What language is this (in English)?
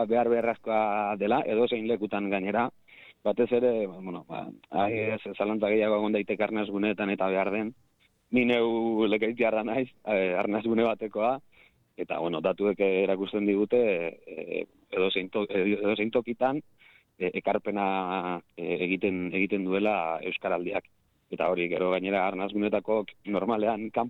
Basque